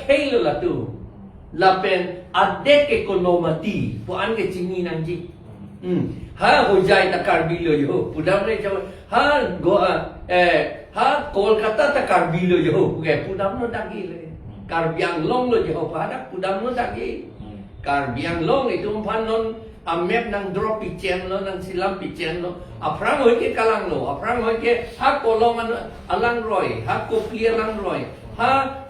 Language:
Karbi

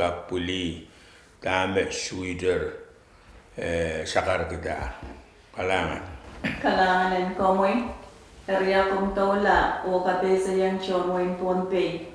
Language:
Pohnpeian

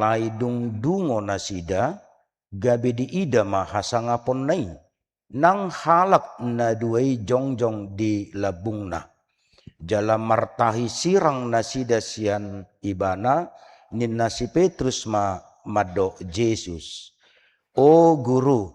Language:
Batak Toba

